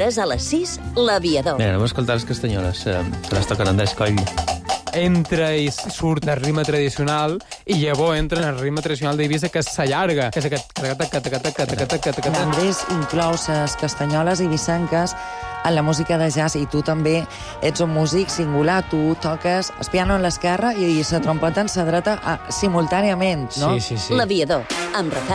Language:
Catalan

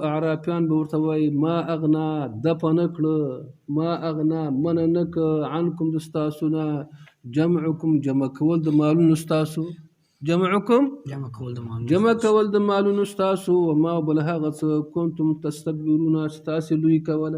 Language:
Pashto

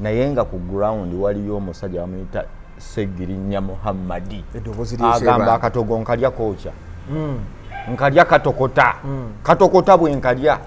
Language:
Ganda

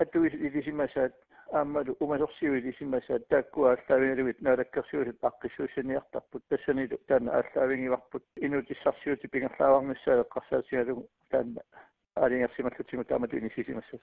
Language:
Kalaallisut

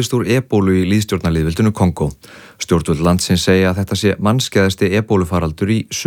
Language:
Icelandic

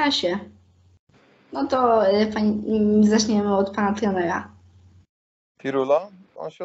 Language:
Polish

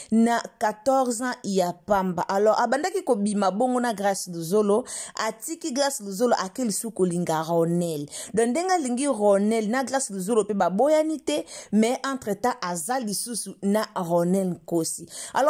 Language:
Lingala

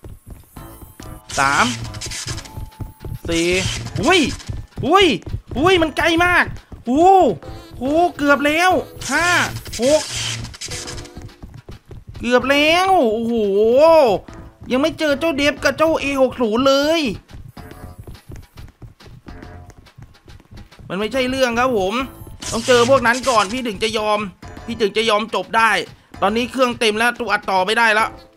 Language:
Thai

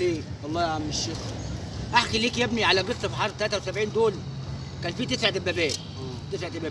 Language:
Egyptian Arabic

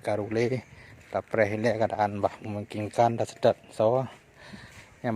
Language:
Achinese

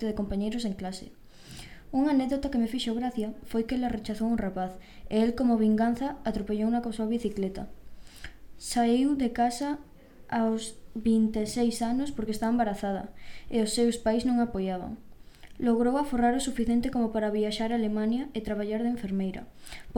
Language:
Galician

